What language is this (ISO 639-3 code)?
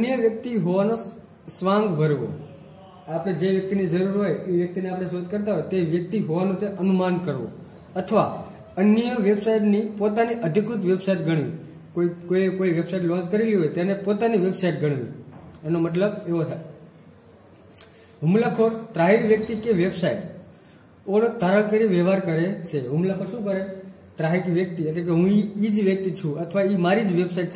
guj